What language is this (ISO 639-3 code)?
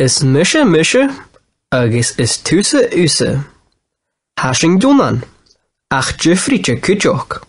gla